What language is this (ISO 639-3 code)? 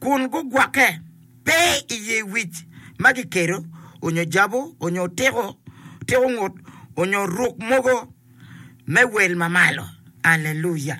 ach